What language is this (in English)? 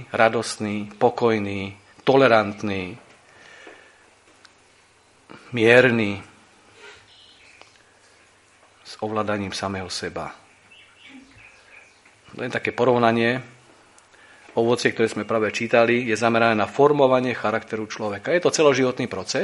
Slovak